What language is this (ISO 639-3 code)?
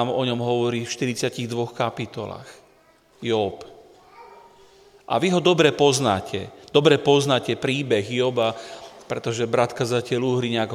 slk